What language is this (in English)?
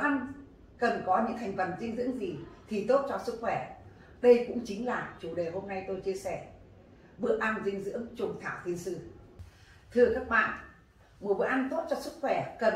Vietnamese